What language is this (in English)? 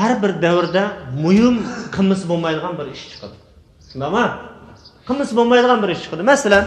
Uyghur